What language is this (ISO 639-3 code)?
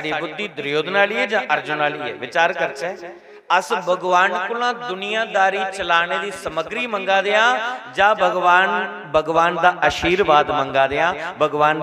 doi